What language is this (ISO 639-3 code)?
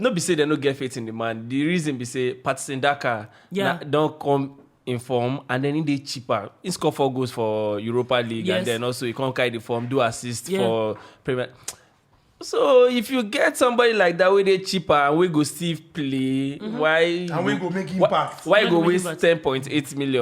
pcm